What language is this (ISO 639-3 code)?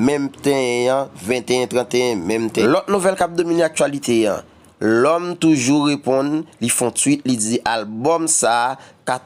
hat